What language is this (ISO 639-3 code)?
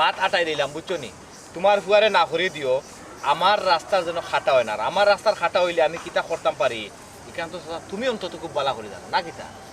syl